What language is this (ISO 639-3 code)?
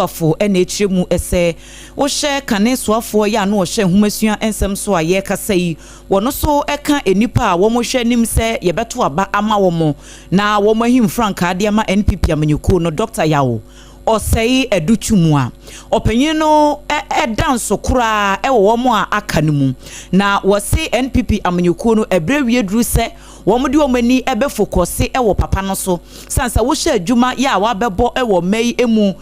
aka